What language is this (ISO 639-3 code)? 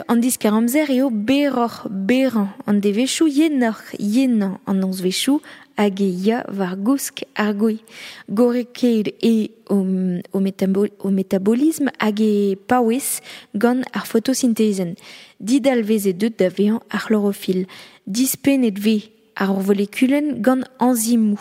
bre